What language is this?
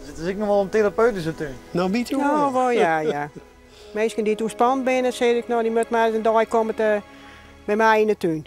Western Frisian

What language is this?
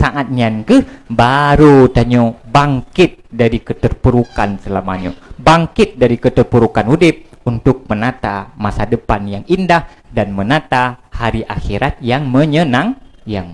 Achinese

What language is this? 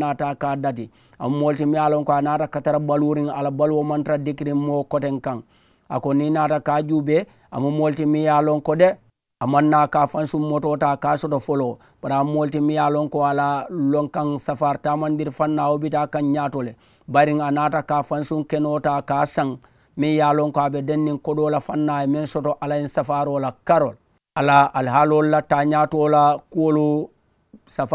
Mandingo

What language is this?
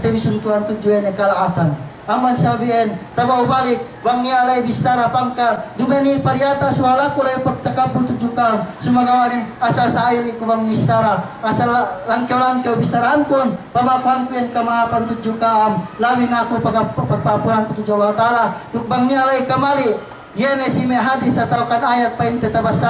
Yakan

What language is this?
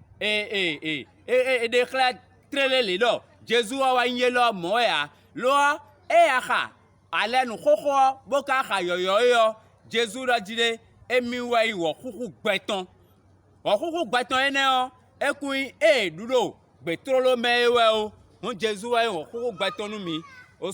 Fon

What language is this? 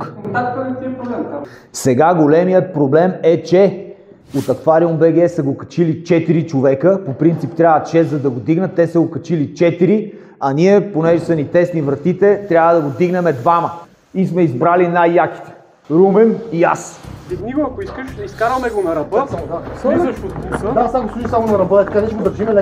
Bulgarian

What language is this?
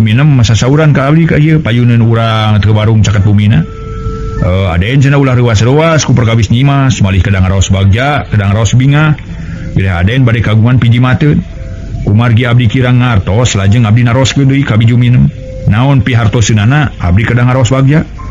Sundanese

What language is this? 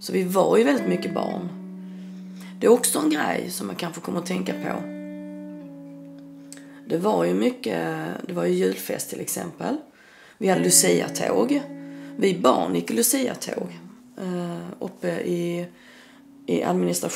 Swedish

